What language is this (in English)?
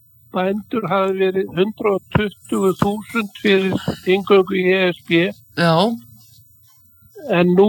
Icelandic